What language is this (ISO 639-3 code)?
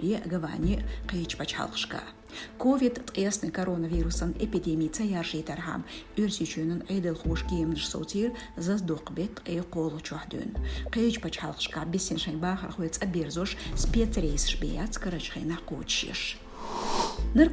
che